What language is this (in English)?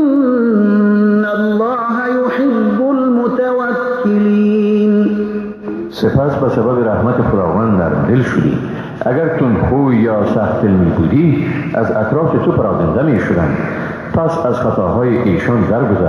Persian